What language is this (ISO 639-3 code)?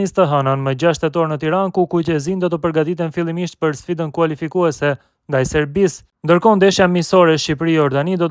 sqi